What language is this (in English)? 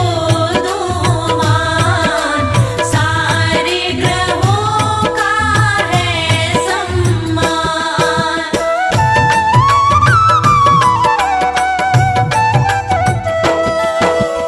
Hindi